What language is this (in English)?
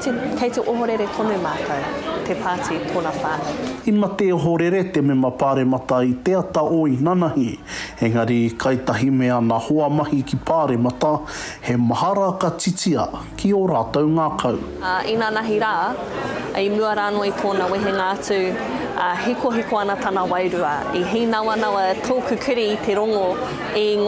Māori